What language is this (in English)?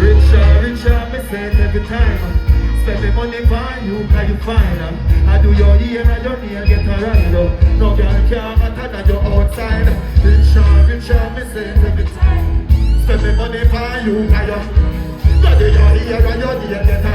Jamaican Creole English